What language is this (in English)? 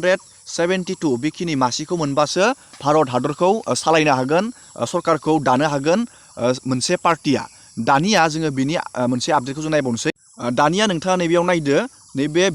Bodo